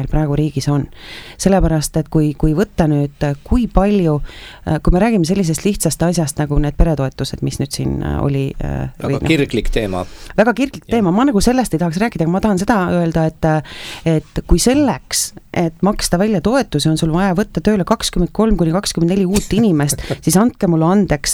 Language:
Estonian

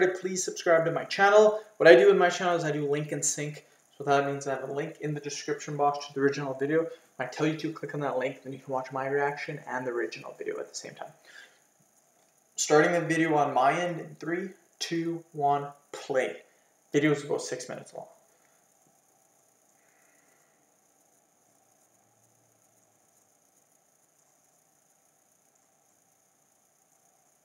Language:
English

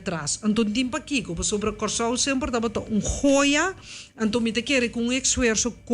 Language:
Papiamento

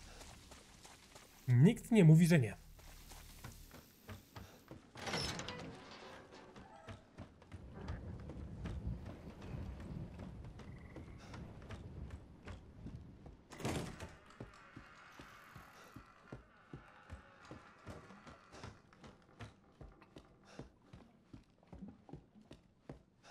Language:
Polish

